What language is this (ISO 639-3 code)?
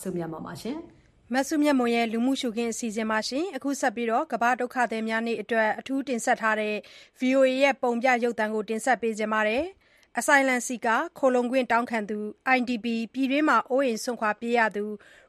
mya